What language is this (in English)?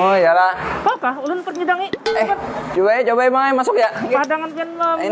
Banjar